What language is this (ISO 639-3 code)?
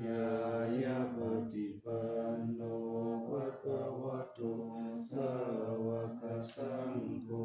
pli